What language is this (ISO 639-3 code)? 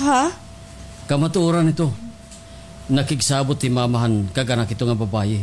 war